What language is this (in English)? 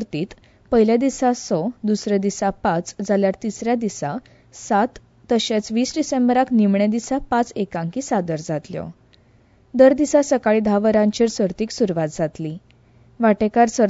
Konkani